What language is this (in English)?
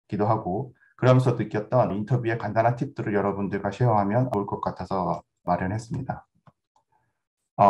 Korean